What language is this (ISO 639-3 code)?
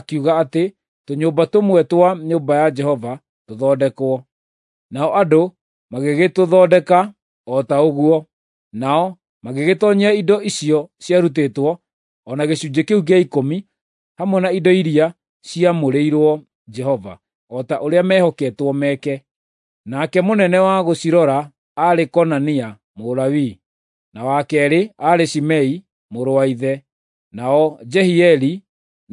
kik